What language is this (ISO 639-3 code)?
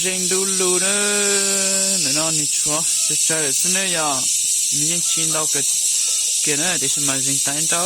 hmn